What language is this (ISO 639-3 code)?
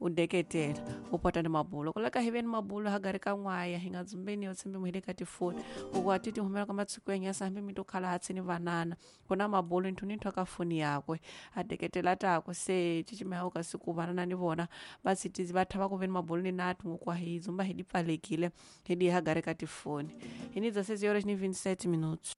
tso